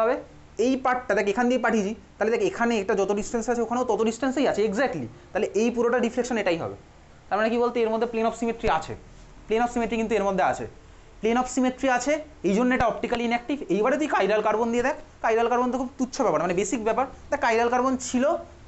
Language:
Bangla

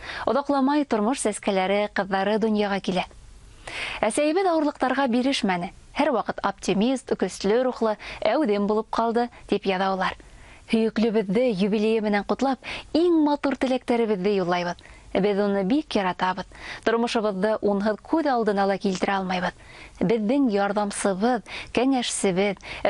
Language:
Bashkir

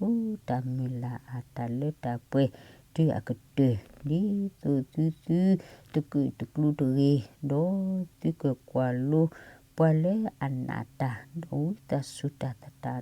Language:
S'gaw Karen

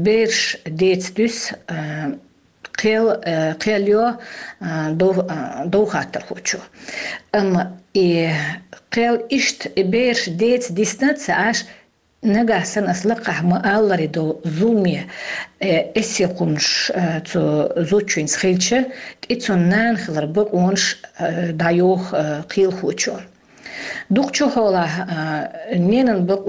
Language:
Chechen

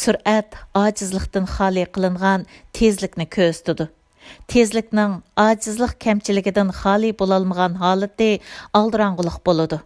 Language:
Uyghur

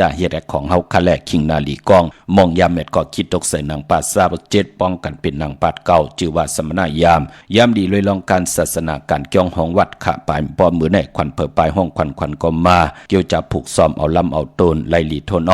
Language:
Shan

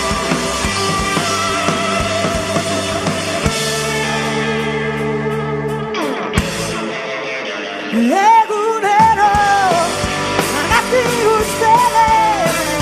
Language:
Basque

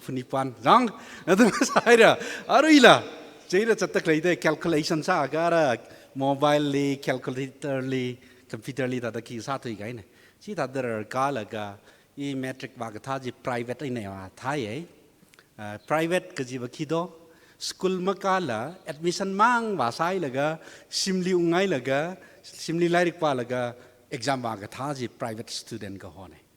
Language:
Tangkhul Naga (India)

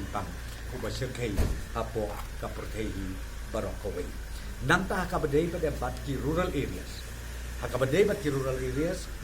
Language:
Khasi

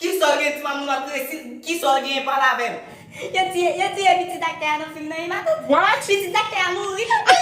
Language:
Haitian Creole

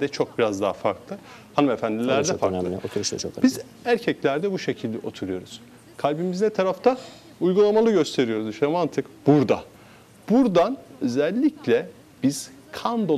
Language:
Turkish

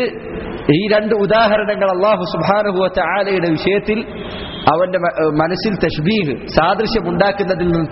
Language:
Malayalam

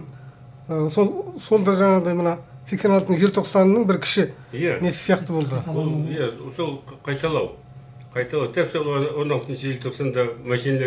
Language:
Kazakh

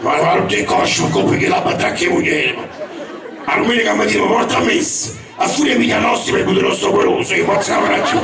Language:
Neapolitan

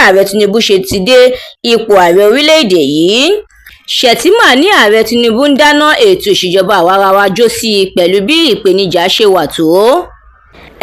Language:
Yoruba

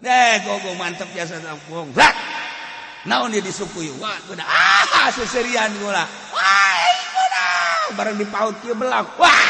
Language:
Sundanese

